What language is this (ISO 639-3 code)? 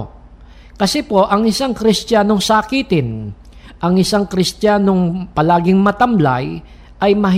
fil